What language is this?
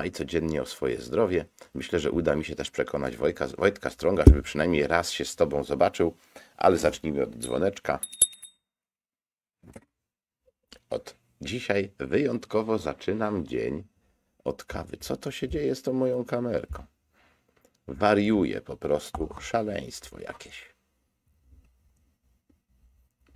Polish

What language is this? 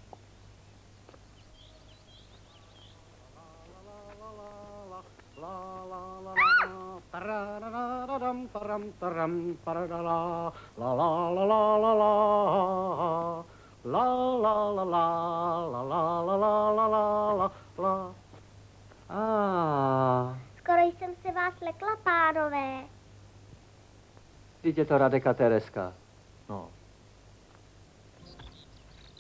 Czech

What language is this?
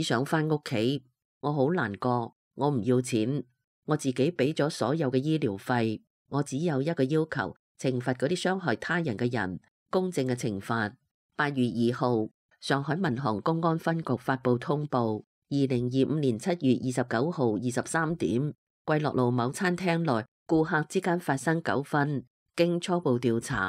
Cantonese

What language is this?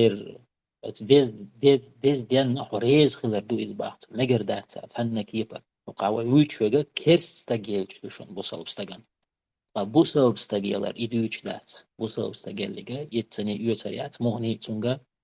Chechen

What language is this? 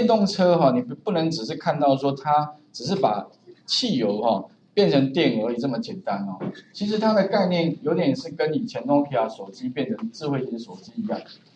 Chinese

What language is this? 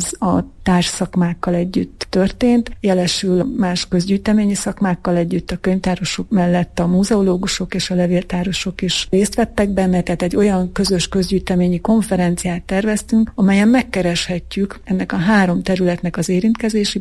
Hungarian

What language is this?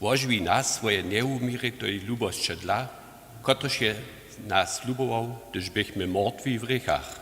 Upper Sorbian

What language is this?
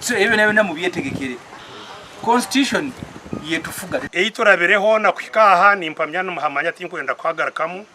Nyankole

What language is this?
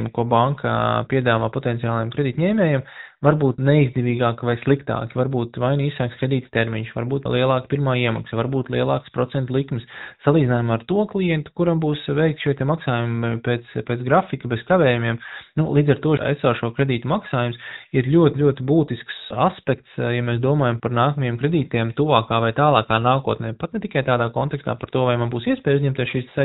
Latvian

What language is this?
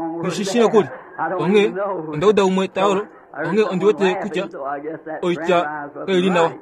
Kuanyama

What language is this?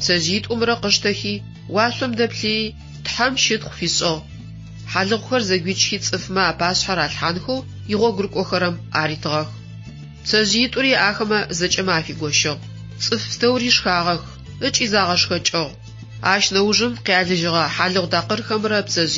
Adyghe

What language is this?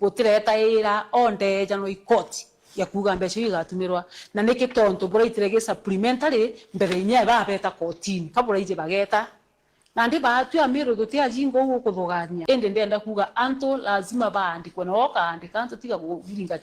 Meru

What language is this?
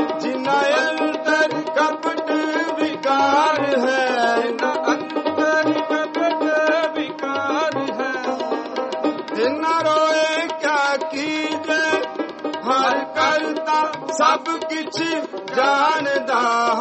Punjabi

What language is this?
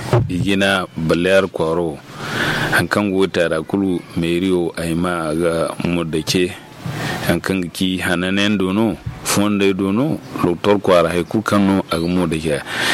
Zarma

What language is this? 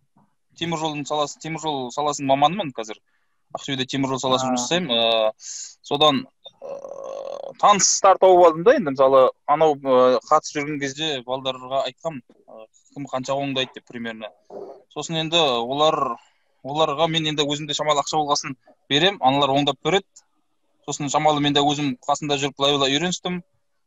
Kazakh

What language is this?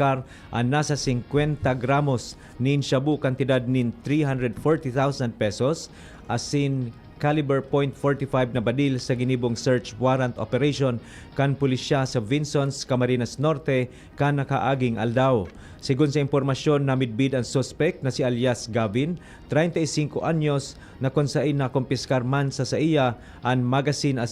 Bikol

